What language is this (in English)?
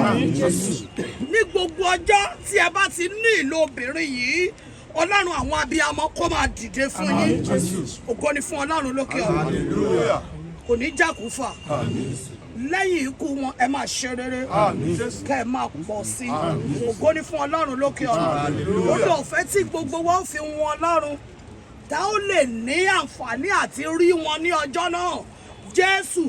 Yoruba